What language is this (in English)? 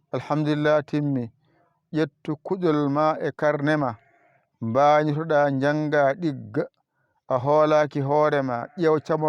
Fula